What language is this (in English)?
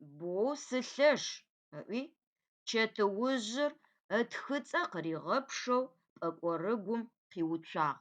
Adyghe